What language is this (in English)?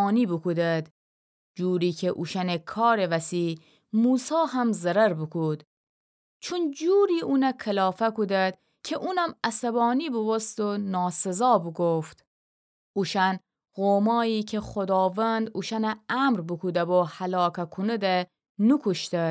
Gilaki